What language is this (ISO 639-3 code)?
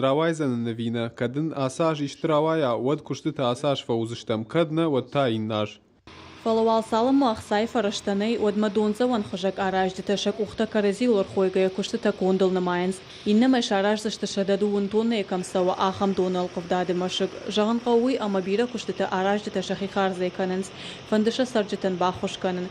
oss